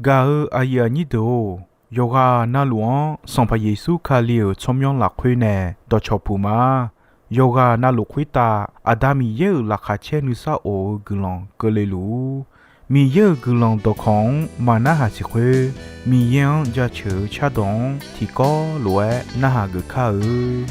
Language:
Akha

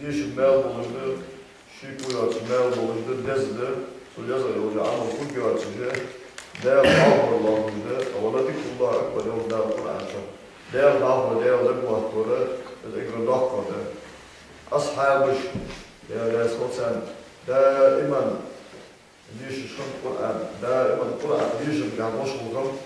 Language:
Ingush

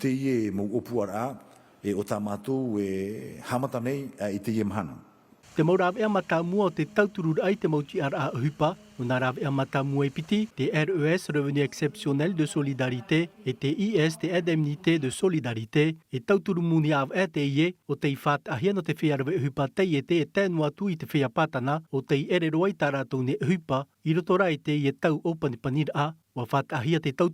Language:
Tahitian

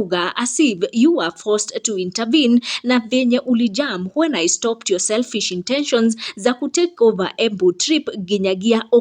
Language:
Kikuyu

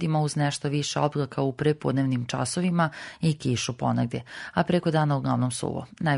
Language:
Serbian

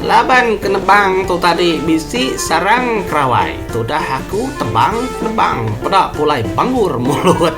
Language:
Iban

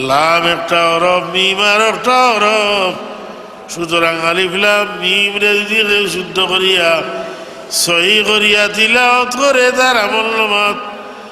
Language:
Sylheti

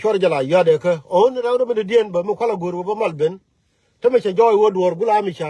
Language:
Nuer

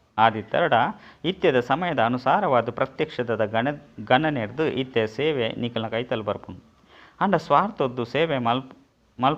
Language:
Tulu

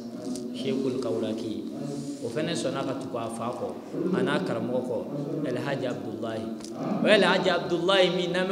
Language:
Bambara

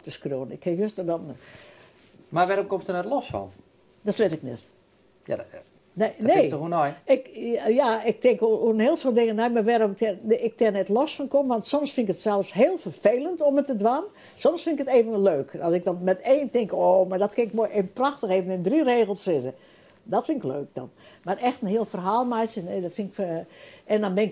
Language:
Western Frisian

